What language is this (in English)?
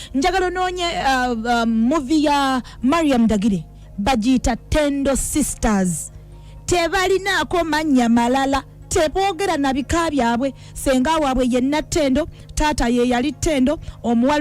Ganda